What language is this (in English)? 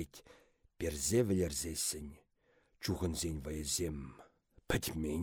Chuvash